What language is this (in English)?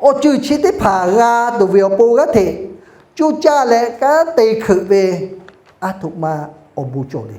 Lahu